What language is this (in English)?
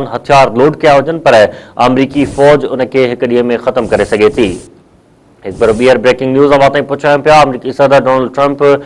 Sindhi